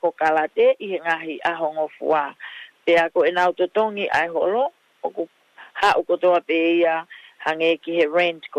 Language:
Tongan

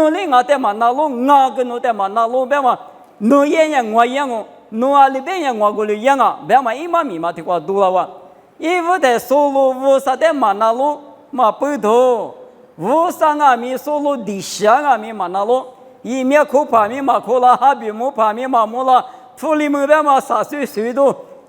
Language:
Lisu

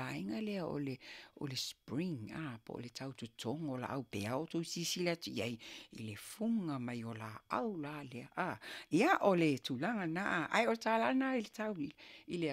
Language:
Samoan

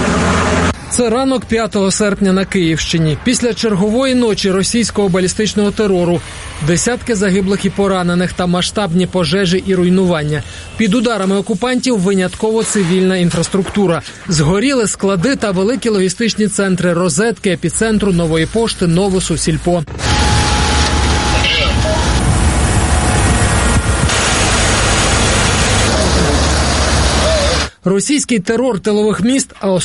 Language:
Ukrainian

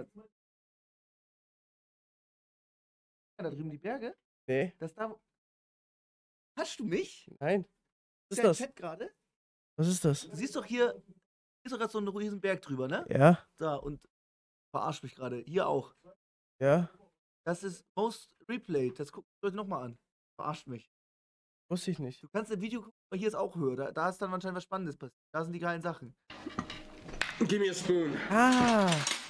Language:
German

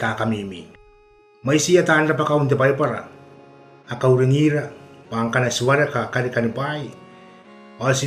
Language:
Gilbertese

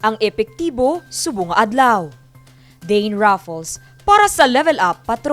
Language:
Hiligaynon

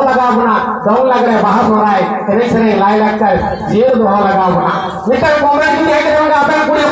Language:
Santali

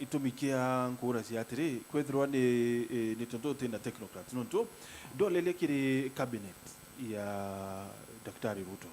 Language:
Meru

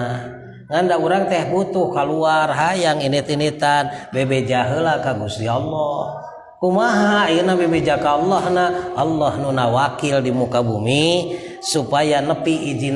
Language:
Sundanese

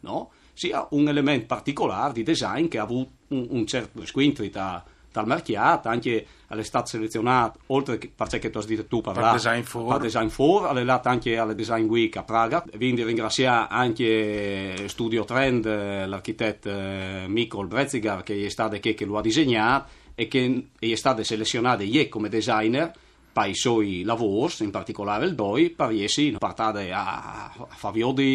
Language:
Friulian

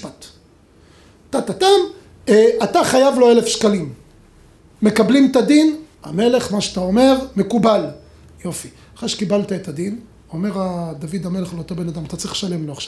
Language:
Hebrew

